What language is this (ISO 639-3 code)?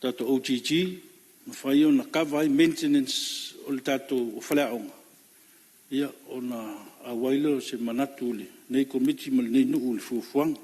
smo